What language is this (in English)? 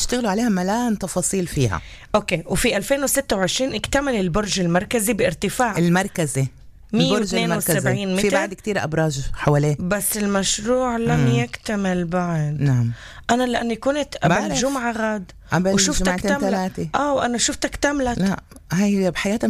North Levantine Arabic